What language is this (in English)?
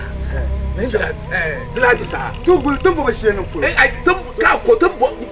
Dagbani